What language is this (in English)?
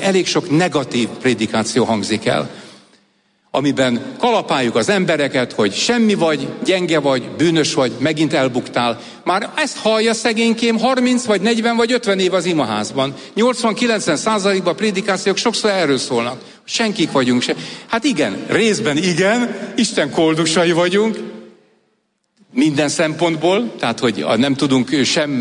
Hungarian